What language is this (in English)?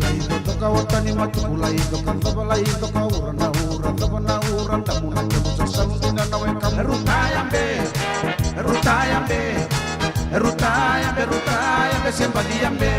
Fijian